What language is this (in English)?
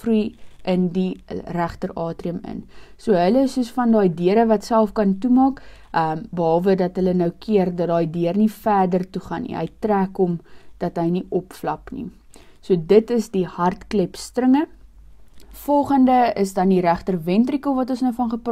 Afrikaans